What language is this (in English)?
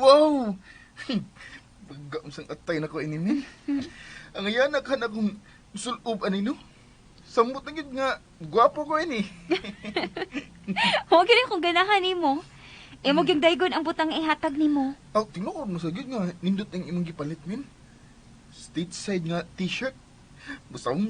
Cebuano